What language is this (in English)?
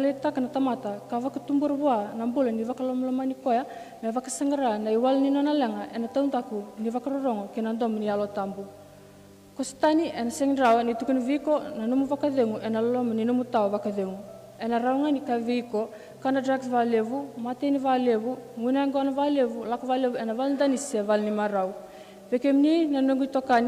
Fijian